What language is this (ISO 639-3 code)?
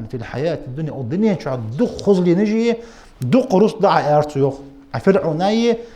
inh